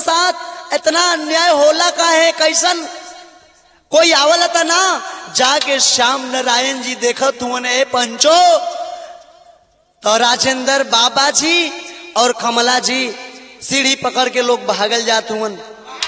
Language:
Bhojpuri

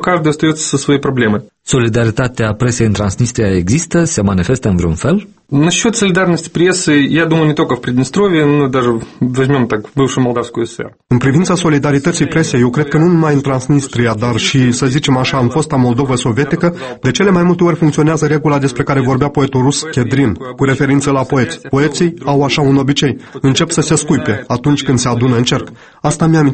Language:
Romanian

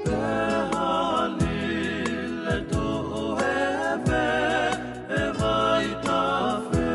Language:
Tongan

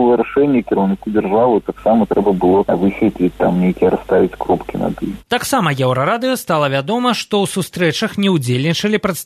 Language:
Belarusian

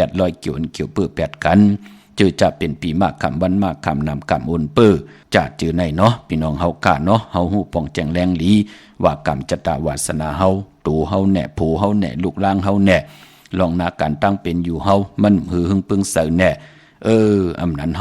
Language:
Shan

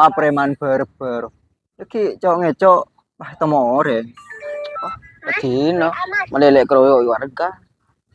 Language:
Madurese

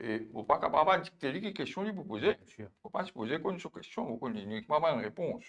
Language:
Morisyen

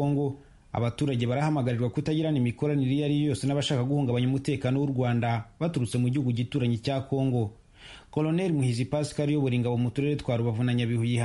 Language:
Kinyarwanda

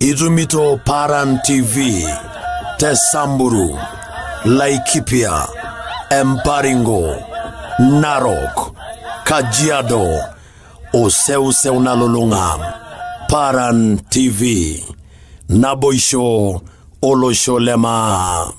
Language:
Masai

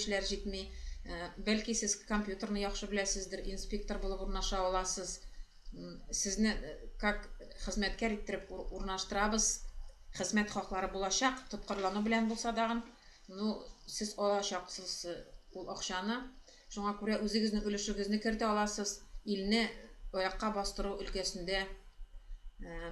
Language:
Tatar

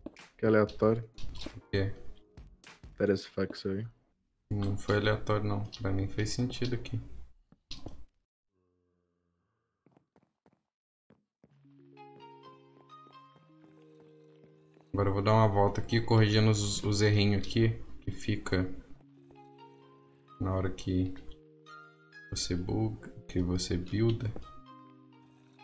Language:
Portuguese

